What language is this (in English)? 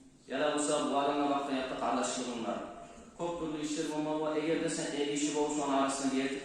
Kumyk